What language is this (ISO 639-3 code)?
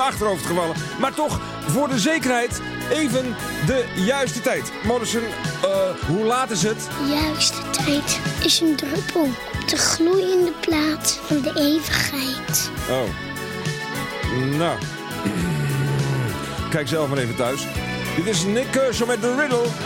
nld